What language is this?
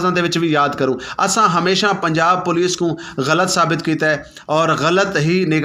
Saraiki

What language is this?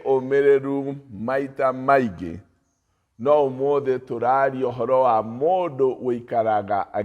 Kikuyu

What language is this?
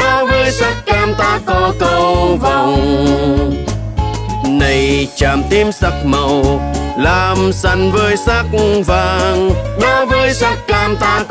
Vietnamese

